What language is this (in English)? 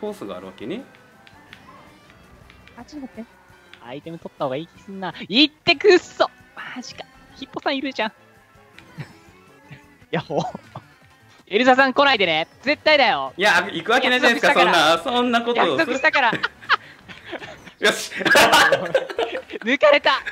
Japanese